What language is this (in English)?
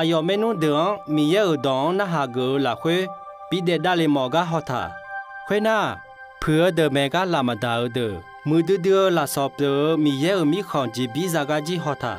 Akha